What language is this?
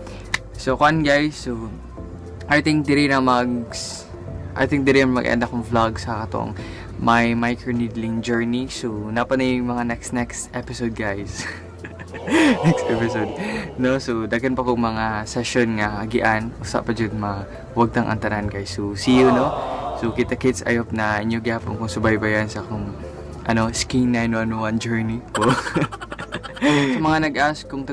Cebuano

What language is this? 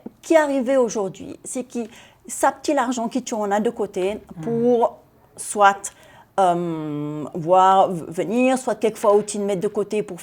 Seselwa Creole French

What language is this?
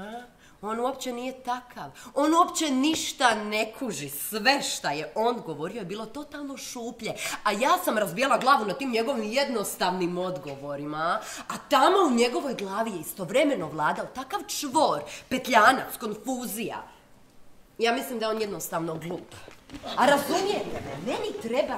Croatian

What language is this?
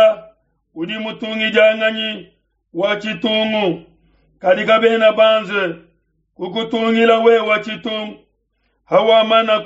Luba-Lulua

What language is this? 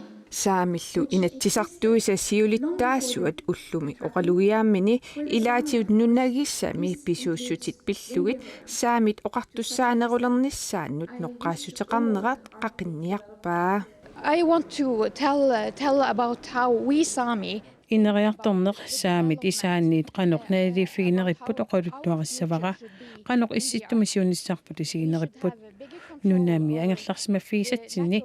Kalaallisut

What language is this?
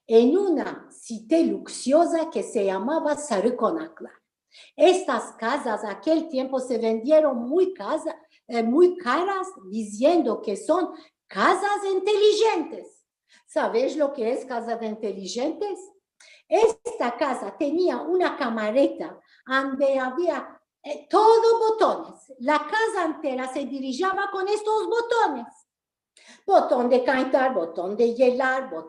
Ladino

